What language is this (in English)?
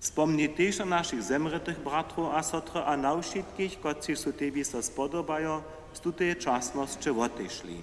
Upper Sorbian